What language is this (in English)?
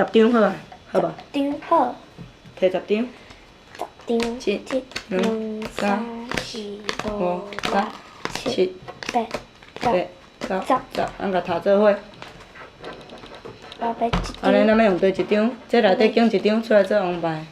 Min Nan Chinese